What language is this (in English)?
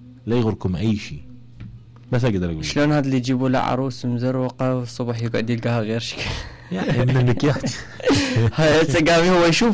Mesopotamian Arabic